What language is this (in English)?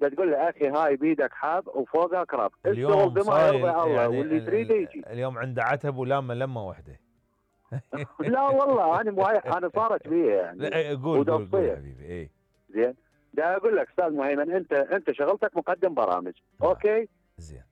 Mesopotamian Arabic